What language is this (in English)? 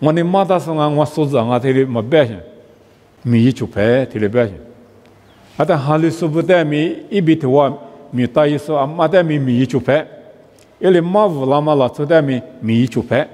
Lisu